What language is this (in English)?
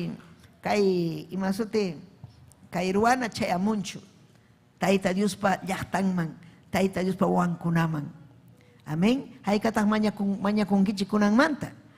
Ayacucho Quechua